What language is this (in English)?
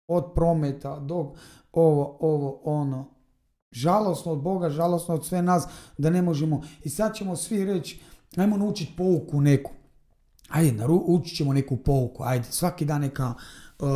Croatian